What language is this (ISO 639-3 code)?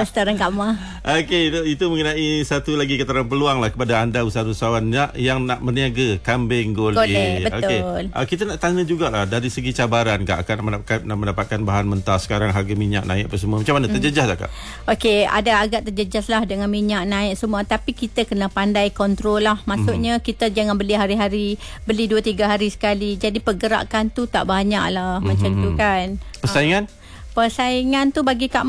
msa